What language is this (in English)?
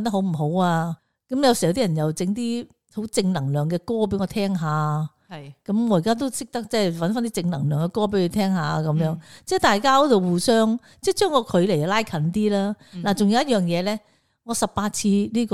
Cantonese